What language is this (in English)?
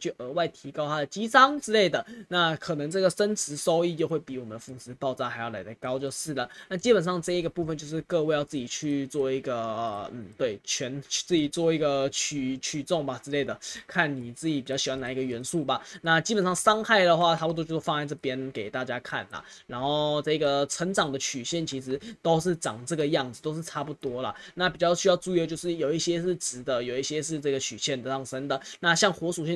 Chinese